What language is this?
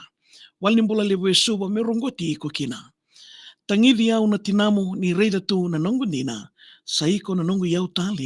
Fijian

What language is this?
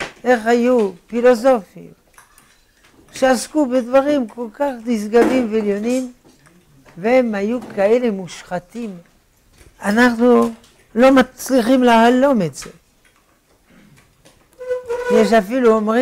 Hebrew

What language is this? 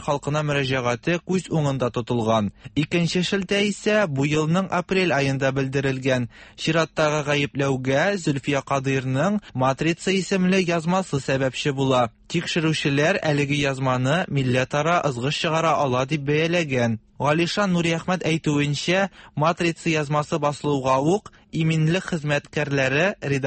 Tatar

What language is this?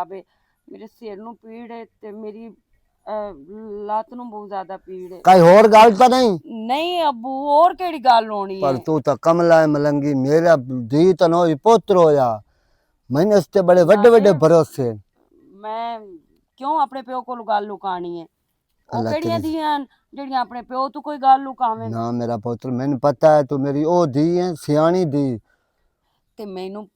Western Panjabi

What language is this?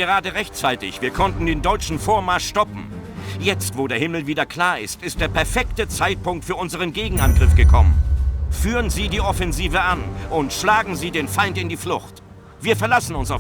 Bavarian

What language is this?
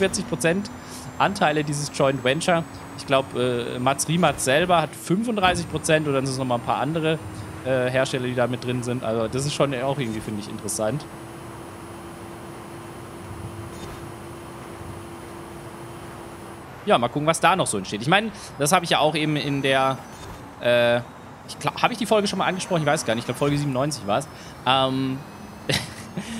German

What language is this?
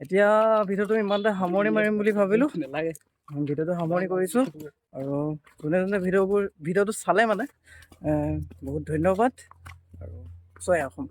Assamese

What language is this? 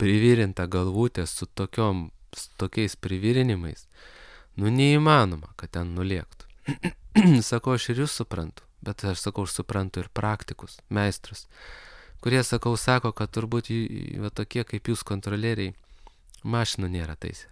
Lithuanian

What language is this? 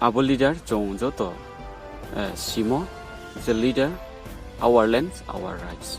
Riang (India)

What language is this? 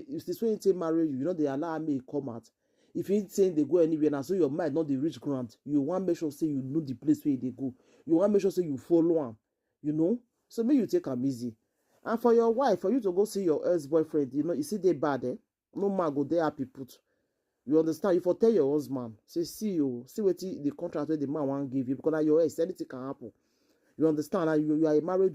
Nigerian Pidgin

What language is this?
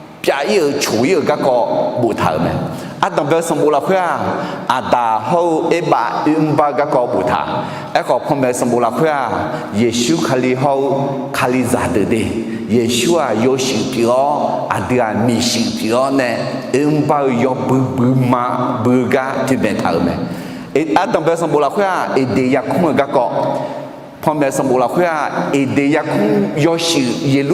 Akha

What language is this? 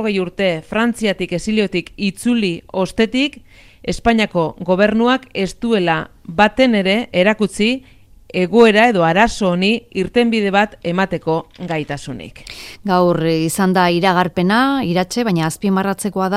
Basque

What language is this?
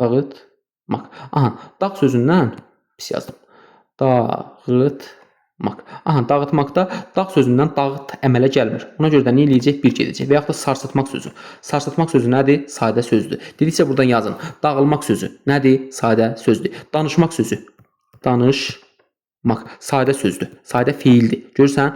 Azerbaijani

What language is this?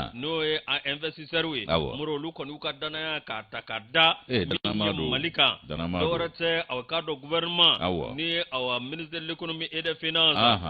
Bambara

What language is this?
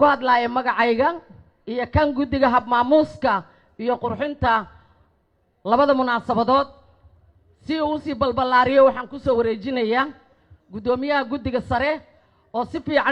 Somali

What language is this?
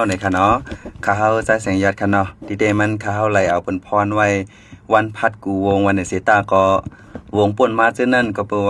Shan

